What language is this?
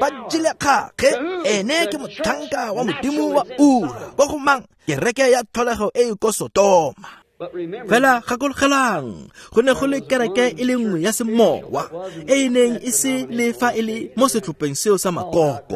Tswana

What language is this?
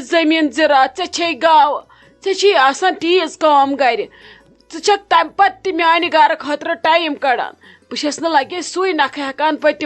Kashmiri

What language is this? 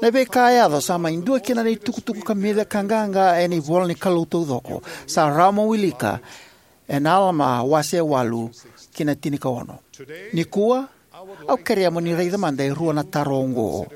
Fijian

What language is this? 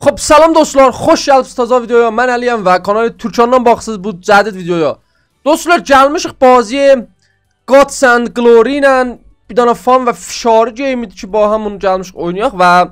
South Azerbaijani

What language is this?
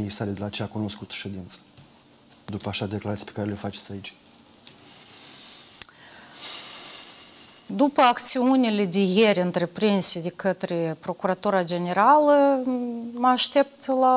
Romanian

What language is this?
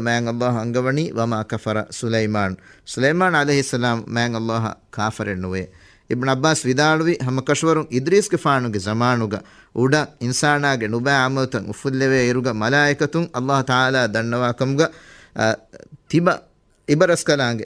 Divehi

